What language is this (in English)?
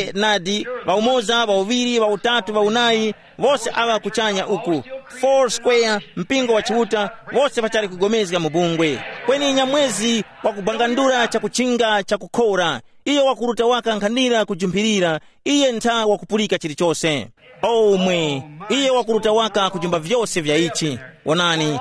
Tumbuka